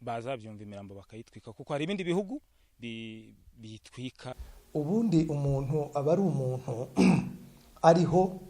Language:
Kinyarwanda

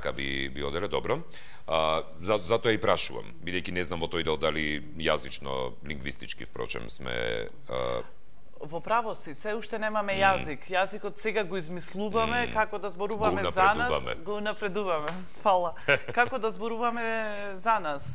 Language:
Macedonian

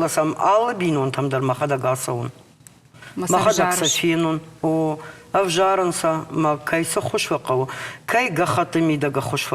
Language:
Ossetic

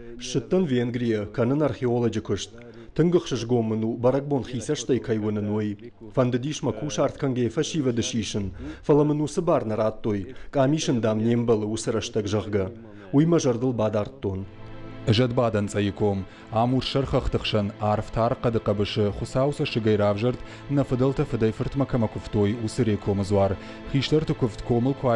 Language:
Ossetic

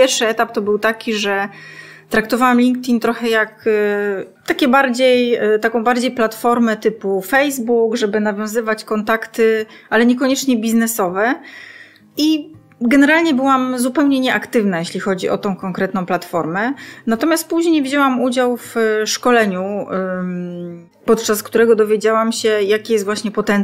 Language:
Polish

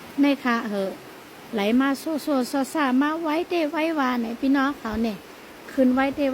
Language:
Shan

